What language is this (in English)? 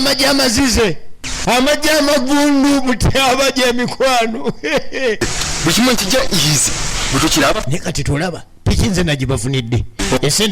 Ganda